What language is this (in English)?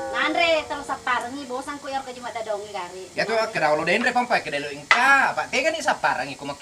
Buginese